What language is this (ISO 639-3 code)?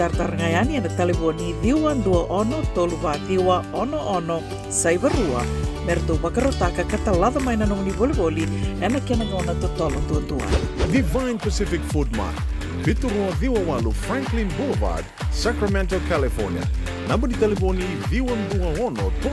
fij